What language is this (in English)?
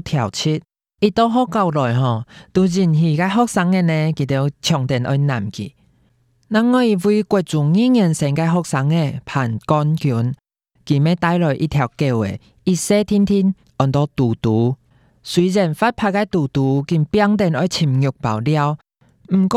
Hakka Chinese